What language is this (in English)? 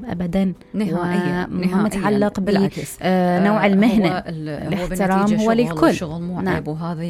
Mesopotamian Arabic